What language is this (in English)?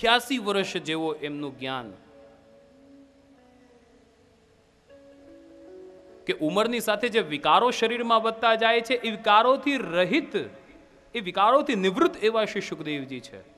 Gujarati